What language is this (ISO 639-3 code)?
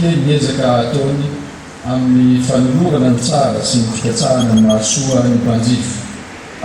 mlg